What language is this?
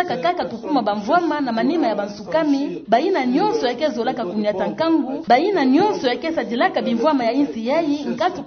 Kituba (Democratic Republic of Congo)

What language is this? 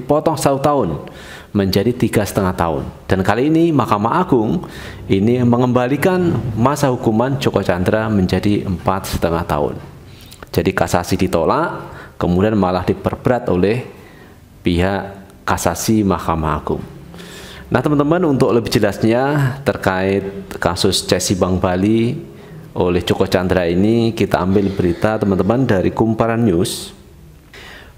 Indonesian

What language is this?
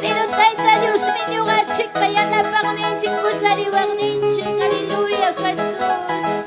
Ayacucho Quechua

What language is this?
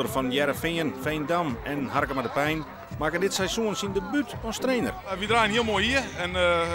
Western Frisian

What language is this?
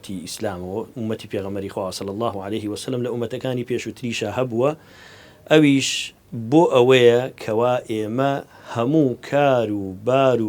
Central Kurdish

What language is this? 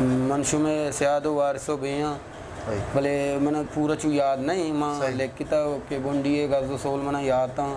Eastern Balochi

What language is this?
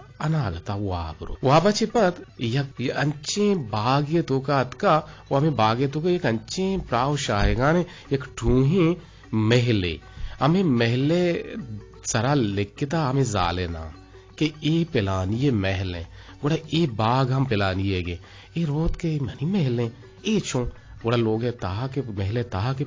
Eastern Balochi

